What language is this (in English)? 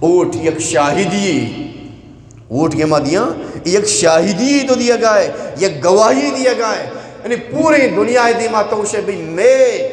Eastern Balochi